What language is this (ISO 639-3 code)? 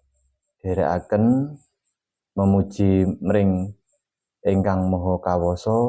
jav